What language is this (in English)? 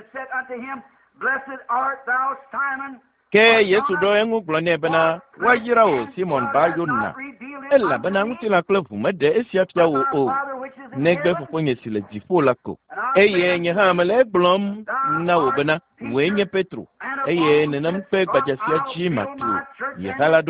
Ewe